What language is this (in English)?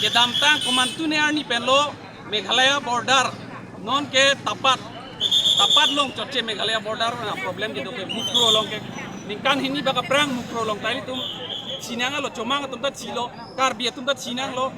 Karbi